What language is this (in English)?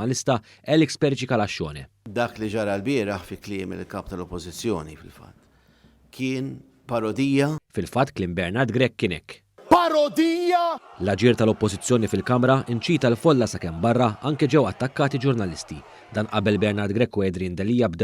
Maltese